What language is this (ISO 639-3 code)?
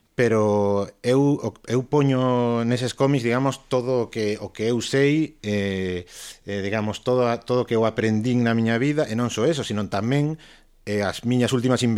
glg